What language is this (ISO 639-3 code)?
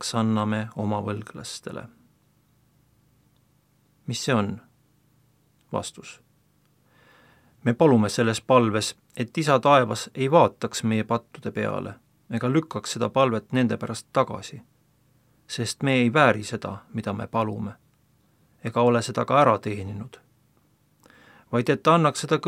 est